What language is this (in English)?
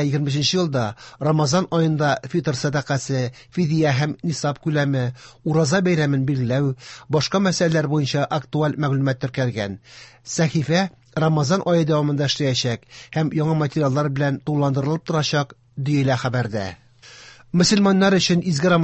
Tatar